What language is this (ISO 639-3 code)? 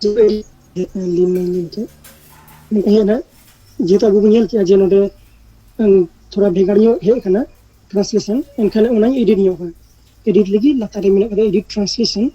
sat